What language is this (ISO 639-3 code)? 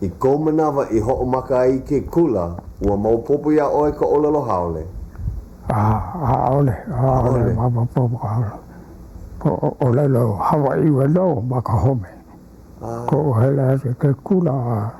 haw